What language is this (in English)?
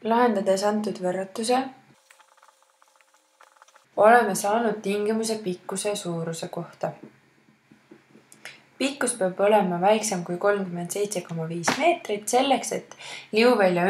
Estonian